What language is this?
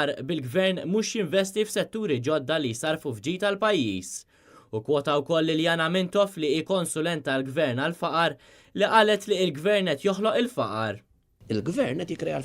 Maltese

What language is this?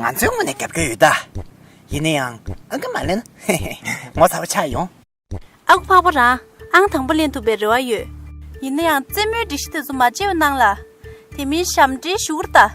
Tibetan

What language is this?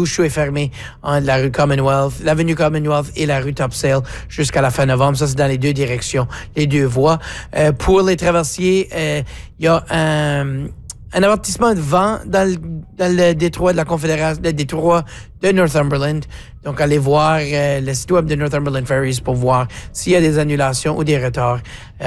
French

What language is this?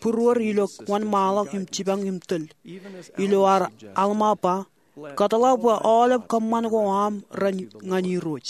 Marshallese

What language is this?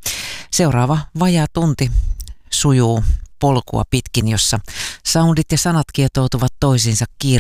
Finnish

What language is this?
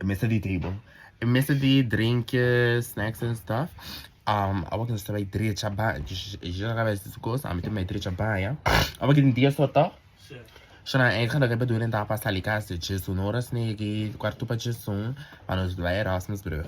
Papiamento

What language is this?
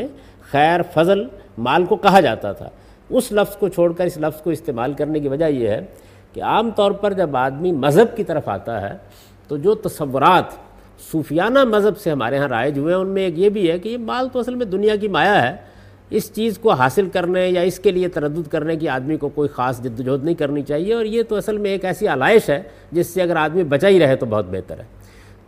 Urdu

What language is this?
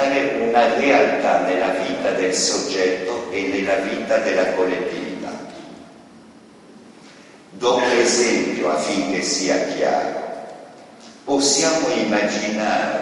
Italian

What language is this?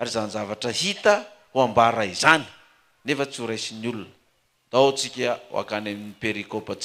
Malagasy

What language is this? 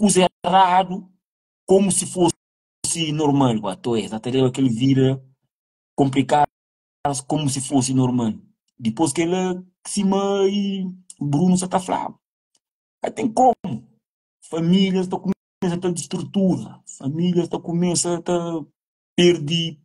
Kabuverdianu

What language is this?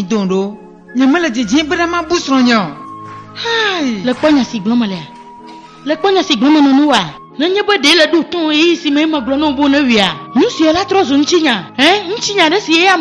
Ewe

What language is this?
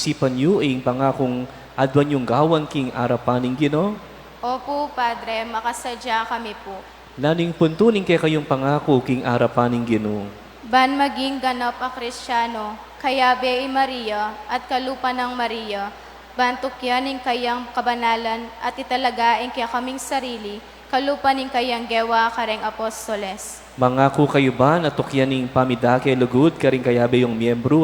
Pampanga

